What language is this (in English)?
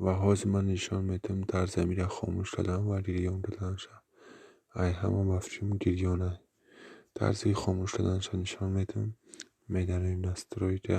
Tajik